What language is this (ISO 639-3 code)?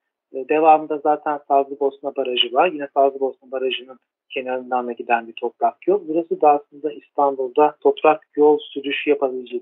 tur